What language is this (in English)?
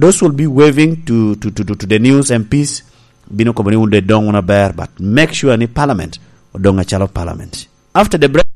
Lango (Uganda)